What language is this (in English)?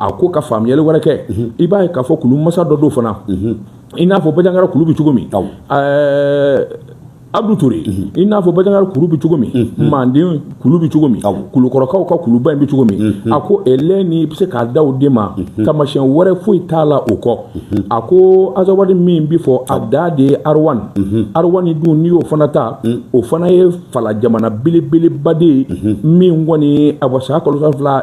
Bambara